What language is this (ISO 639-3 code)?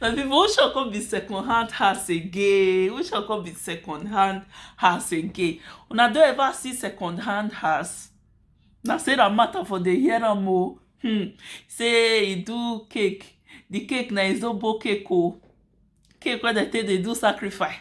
pcm